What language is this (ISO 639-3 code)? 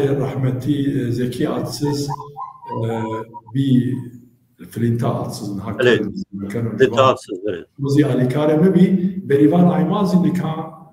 zza